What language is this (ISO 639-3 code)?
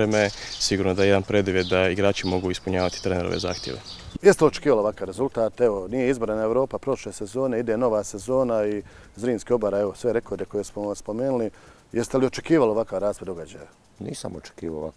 hrv